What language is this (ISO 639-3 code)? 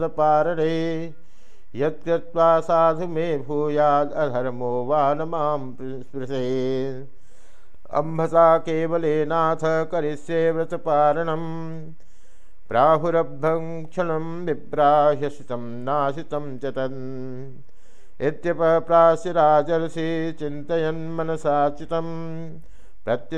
san